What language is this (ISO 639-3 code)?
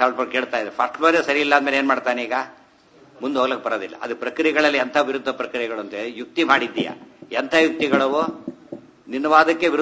kan